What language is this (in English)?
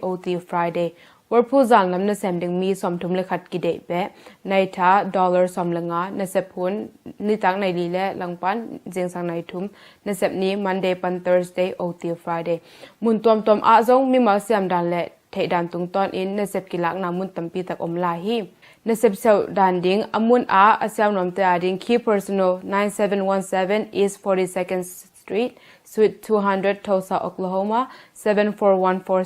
Tedim Chin